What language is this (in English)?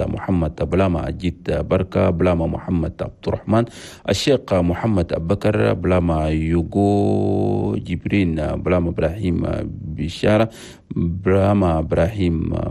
Chadian Arabic